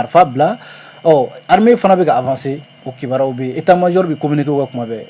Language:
Bambara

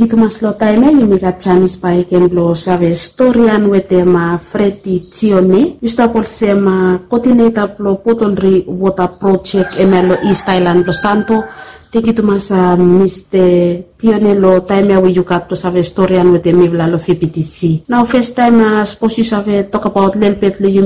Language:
Bislama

